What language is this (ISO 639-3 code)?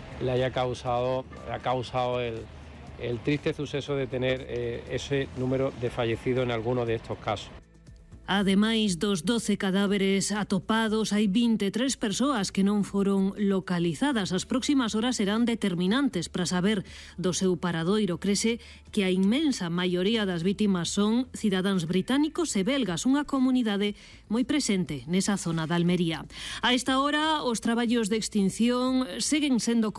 glg